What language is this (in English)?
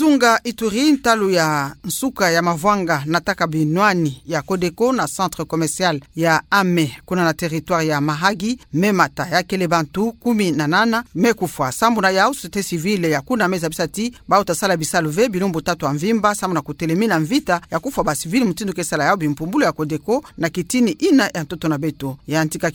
Kituba (Democratic Republic of Congo)